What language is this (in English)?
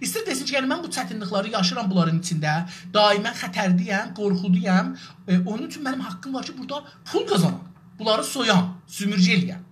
South Azerbaijani